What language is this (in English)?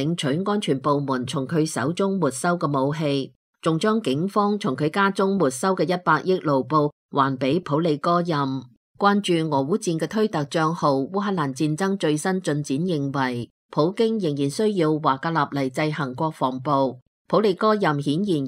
Cantonese